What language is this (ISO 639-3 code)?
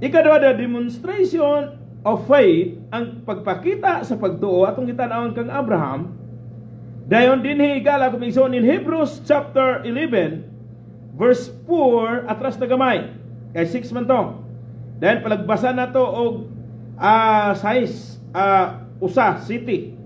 ceb